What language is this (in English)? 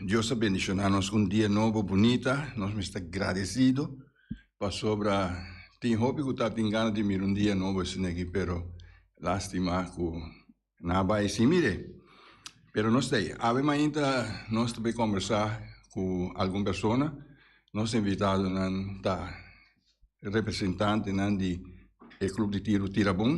Papiamento